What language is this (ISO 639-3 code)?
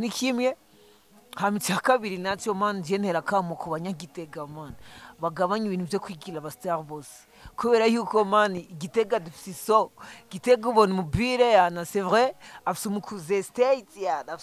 run